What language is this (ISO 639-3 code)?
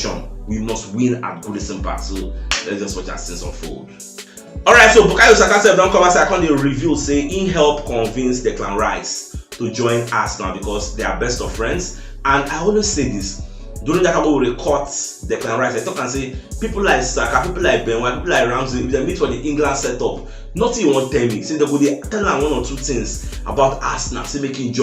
pcm